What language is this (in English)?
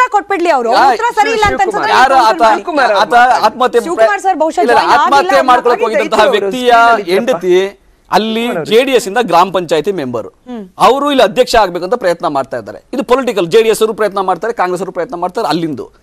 Kannada